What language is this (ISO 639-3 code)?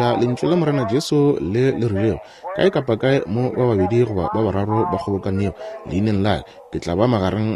nso